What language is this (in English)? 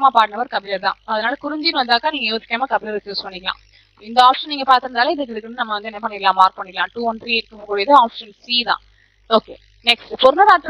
Tamil